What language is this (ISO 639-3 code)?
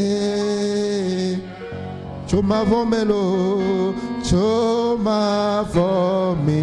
ewe